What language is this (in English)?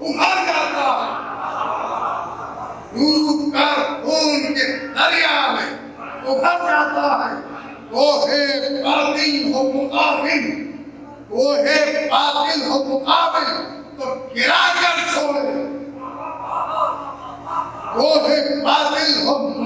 Urdu